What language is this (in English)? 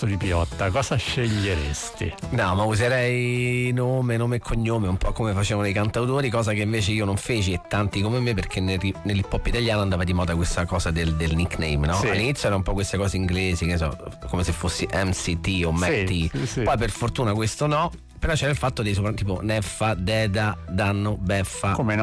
Italian